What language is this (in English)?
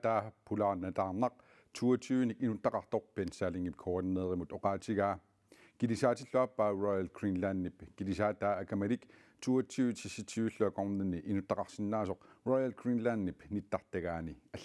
Kalaallisut